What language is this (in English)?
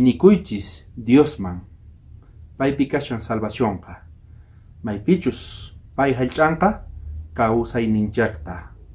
South Bolivian Quechua